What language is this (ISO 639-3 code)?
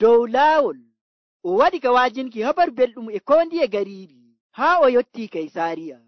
fuv